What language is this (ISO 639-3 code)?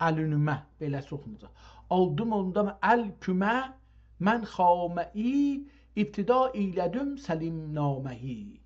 azb